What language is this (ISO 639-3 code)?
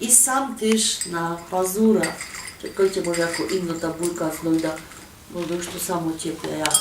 szl